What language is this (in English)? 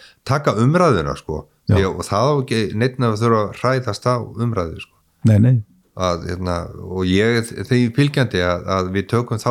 Icelandic